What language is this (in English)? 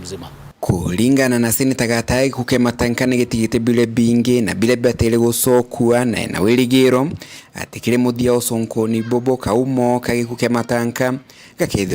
Meru